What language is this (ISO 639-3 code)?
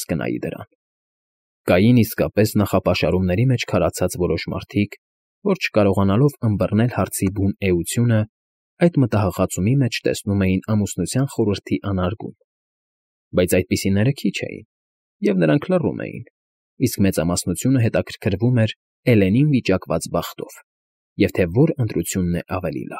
hye